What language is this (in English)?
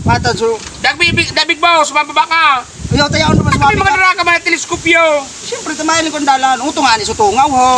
Bikol